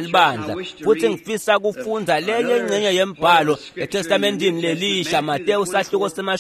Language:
Swati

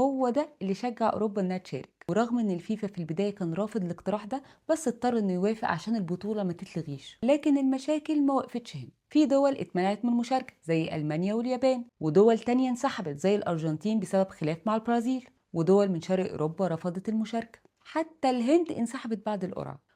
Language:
Egyptian Arabic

